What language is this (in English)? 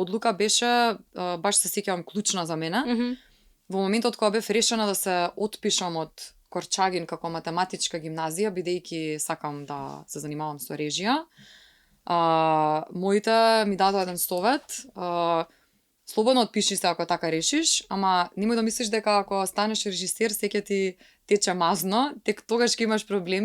Macedonian